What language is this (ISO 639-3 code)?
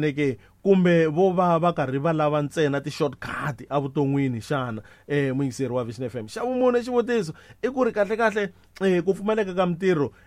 tso